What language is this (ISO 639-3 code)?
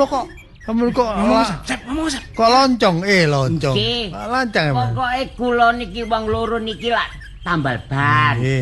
jav